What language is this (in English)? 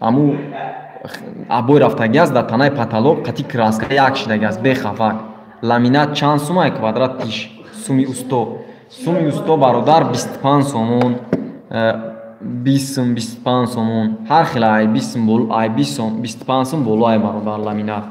Tajik